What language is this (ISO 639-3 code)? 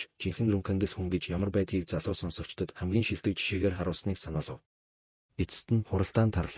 mon